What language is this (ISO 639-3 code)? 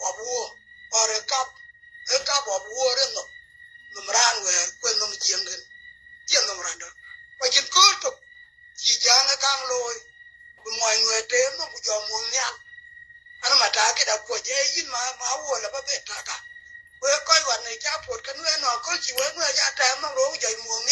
nus